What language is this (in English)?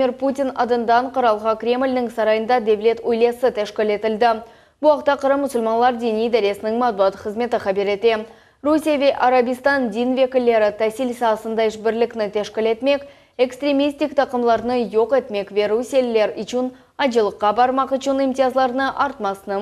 Crimean Tatar